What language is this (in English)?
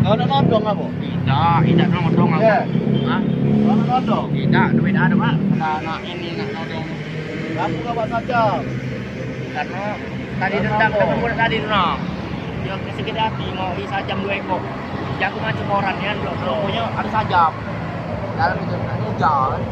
Musi